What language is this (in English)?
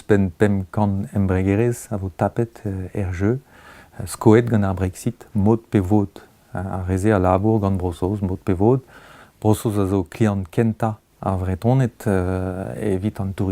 Breton